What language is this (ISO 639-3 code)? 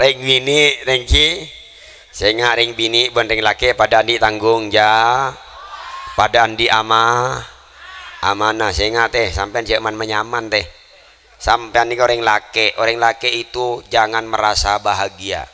mad